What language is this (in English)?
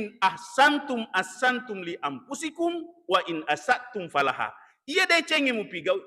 Buginese